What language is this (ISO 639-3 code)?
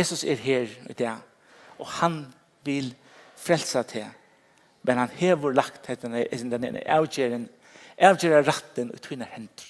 fao